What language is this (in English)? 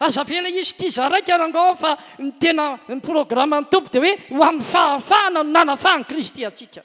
Malagasy